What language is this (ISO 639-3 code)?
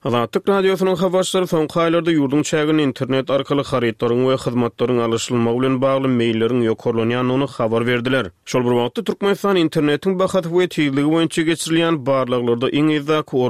tuk